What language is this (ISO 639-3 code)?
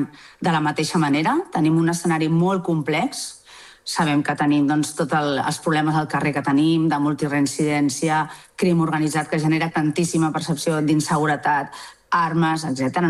cat